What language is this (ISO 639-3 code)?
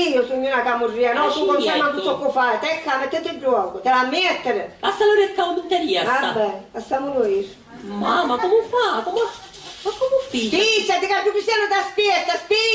scn